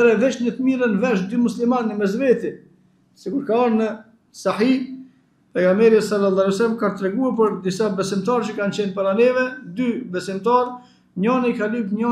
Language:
Albanian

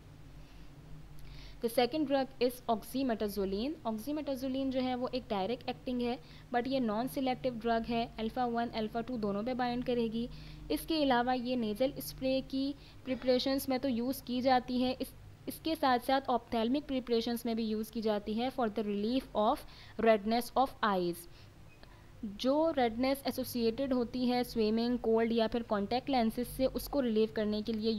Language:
Hindi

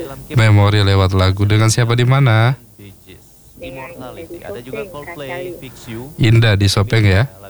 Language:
Indonesian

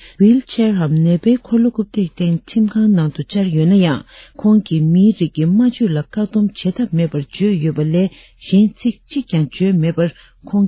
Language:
Tibetan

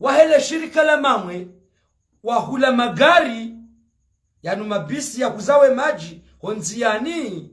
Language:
Ngazidja Comorian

